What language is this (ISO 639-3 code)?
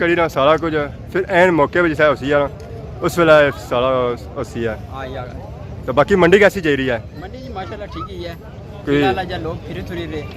phr